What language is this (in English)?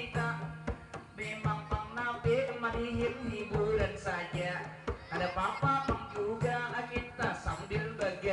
Banjar